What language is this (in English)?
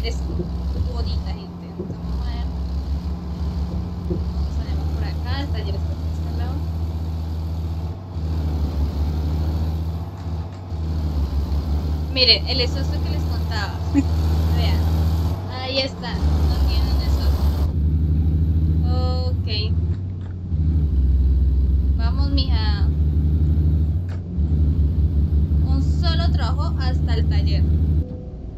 Spanish